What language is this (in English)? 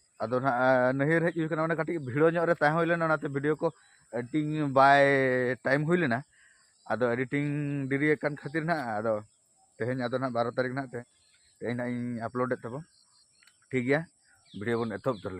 Santali